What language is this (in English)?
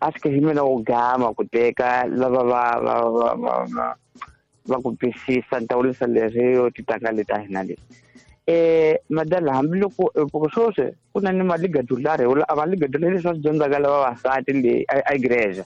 Tsonga